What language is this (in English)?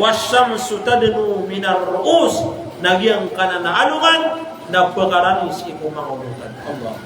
Maranao